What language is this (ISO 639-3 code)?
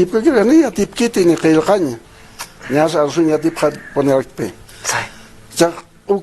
aym